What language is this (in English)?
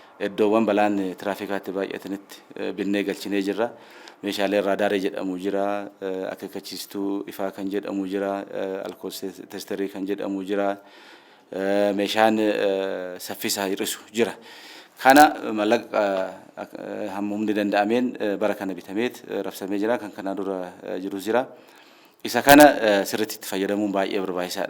Oromo